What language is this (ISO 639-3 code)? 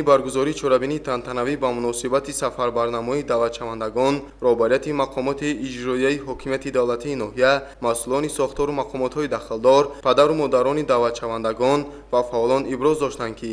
tgk